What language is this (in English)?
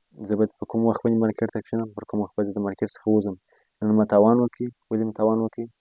Pashto